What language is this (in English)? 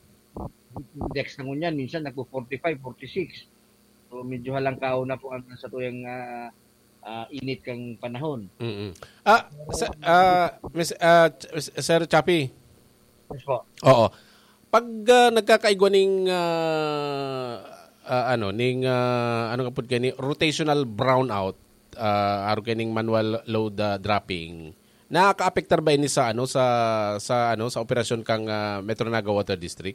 Bikol